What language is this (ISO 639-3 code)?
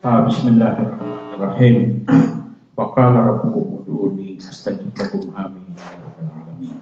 mrw